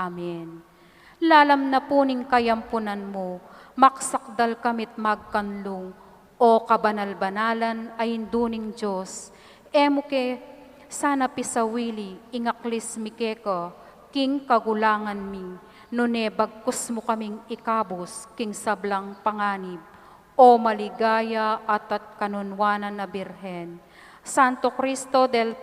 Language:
Pampanga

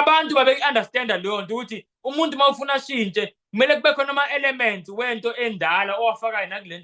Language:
Zulu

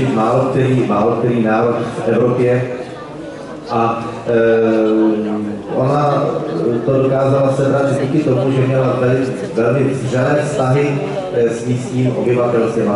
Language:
Czech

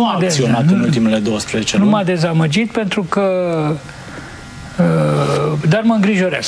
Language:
Romanian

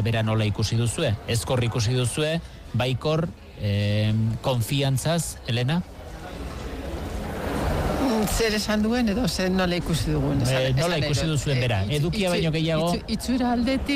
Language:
Basque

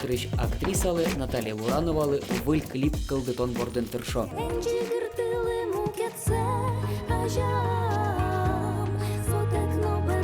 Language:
Udmurt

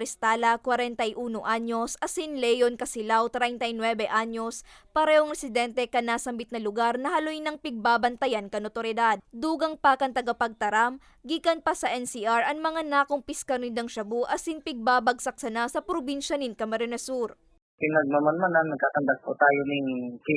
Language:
Bikol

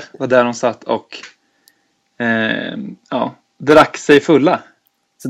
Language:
Swedish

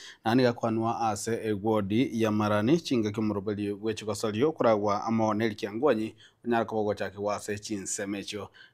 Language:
Gusii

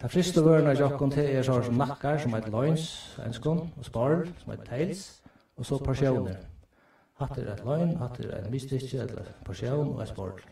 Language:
Faroese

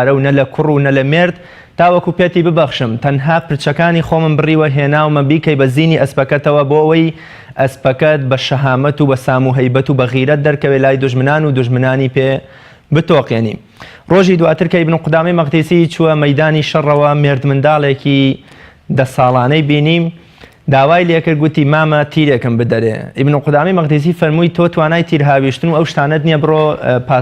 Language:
Central Kurdish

